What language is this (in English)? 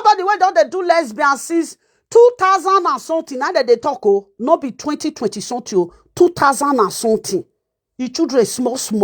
Nigerian Pidgin